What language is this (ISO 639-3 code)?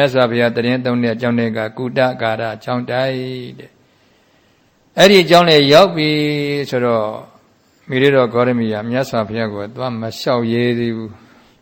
mya